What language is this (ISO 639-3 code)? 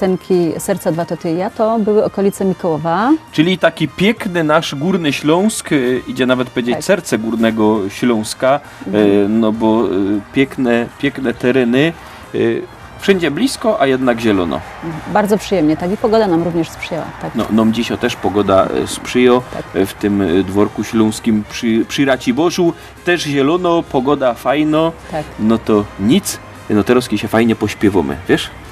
szl